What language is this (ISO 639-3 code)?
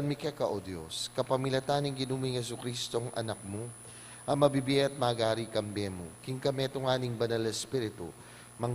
pam